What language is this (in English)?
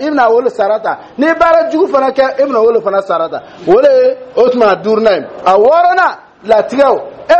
Dyula